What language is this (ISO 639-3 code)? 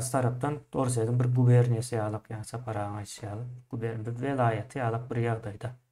tuk